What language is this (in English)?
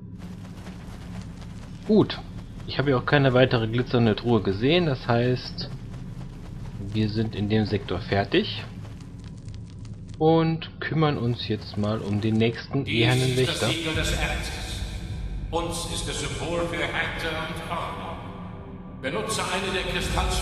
German